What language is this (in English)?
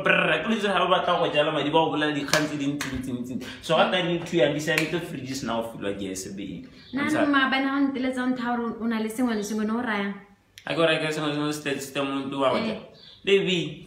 Tswana